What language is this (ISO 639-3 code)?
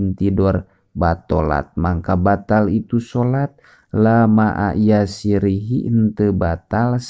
sun